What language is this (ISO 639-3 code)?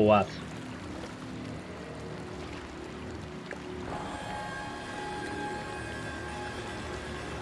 eus